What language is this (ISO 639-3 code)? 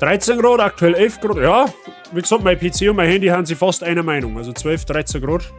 bar